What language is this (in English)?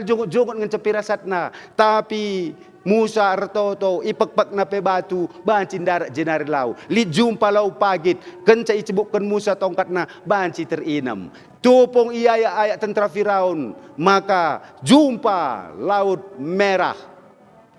Batak Karo